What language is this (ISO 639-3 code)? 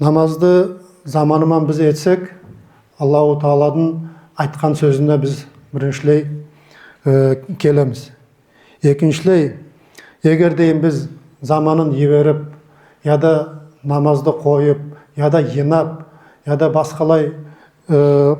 nog